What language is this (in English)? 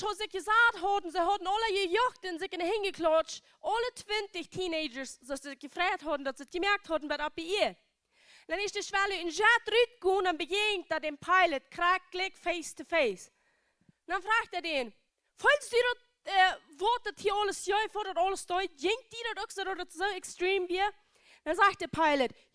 Plautdietsch